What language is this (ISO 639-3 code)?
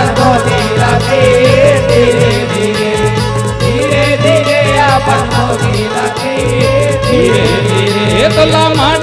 hne